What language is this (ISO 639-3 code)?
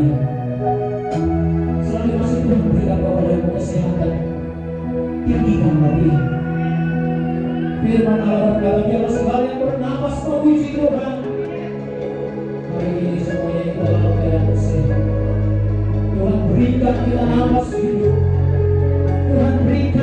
ind